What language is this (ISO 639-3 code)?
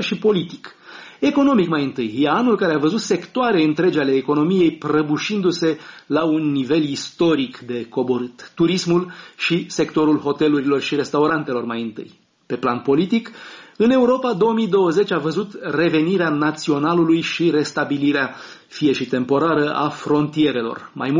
ron